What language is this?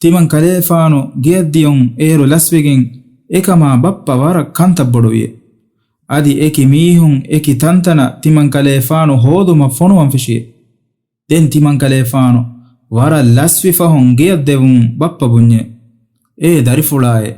Divehi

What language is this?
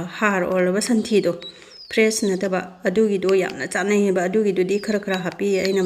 Manipuri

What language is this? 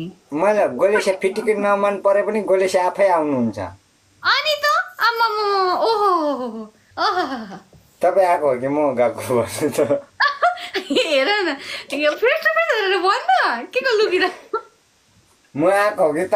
Nepali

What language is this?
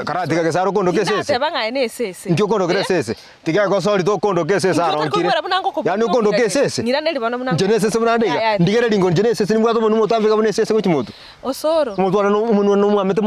Gusii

